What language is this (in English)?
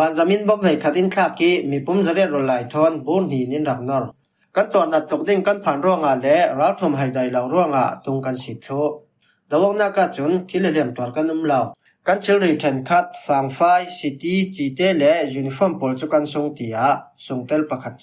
Falam Chin